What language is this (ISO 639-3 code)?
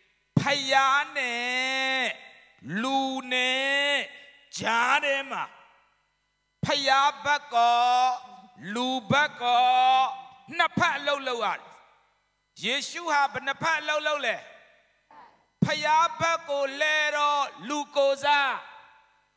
mya